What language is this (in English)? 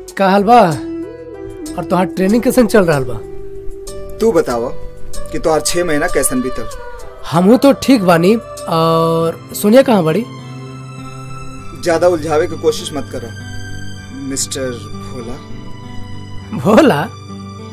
Bhojpuri